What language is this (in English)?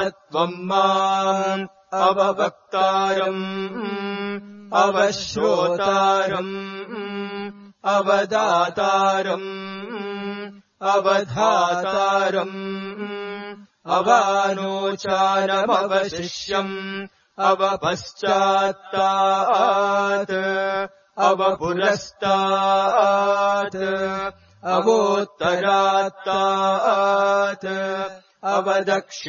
Sanskrit